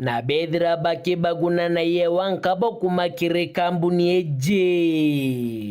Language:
Meru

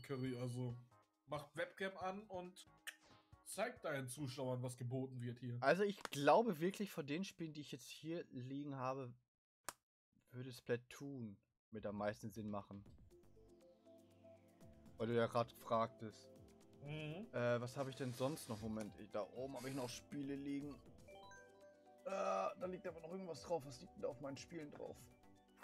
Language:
German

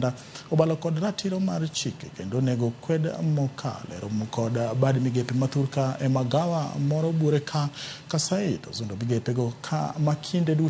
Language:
Luo (Kenya and Tanzania)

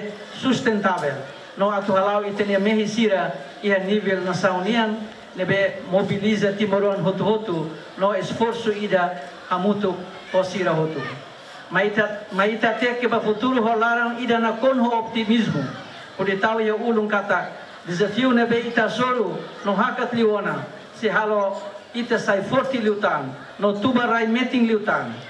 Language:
Tetum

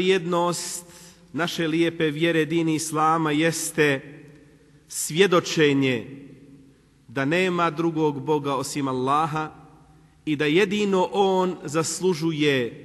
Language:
Bosnian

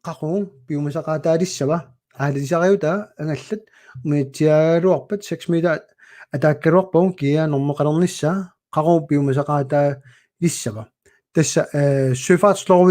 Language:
Kalaallisut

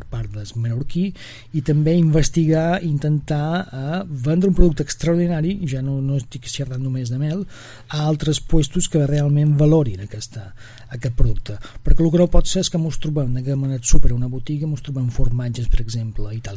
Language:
Catalan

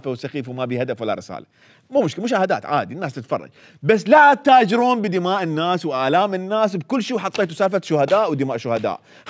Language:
Mesopotamian Arabic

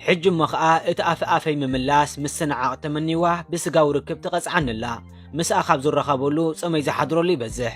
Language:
Tigrinya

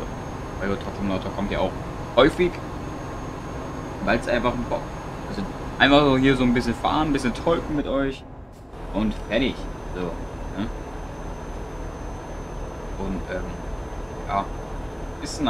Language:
German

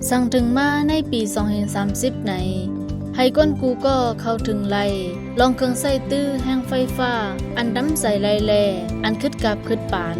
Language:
Shan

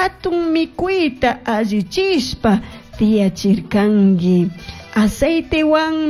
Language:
Chimborazo Highland Quichua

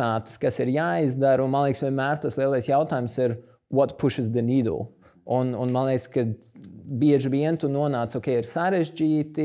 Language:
Latvian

